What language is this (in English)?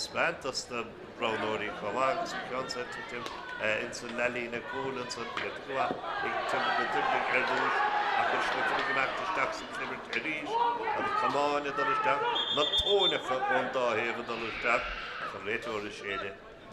Irish